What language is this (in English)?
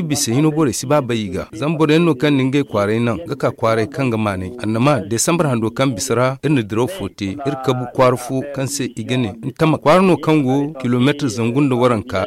Zarma